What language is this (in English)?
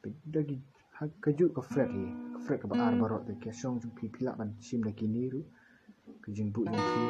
Khasi